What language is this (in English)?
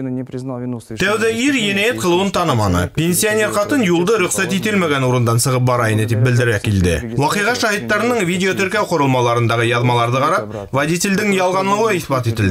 Bashkir